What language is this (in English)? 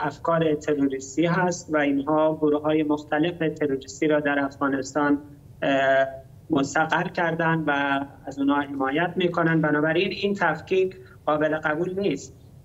Persian